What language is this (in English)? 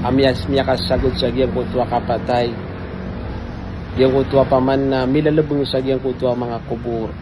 Maranao